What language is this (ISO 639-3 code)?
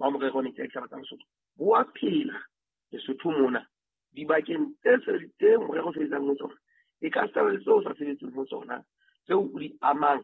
sot